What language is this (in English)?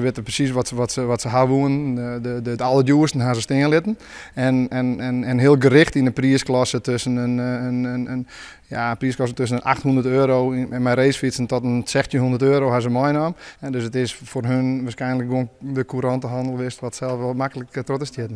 Western Frisian